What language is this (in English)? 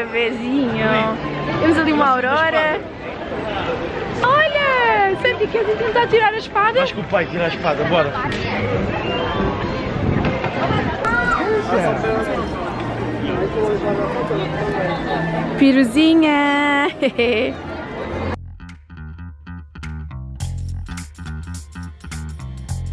Portuguese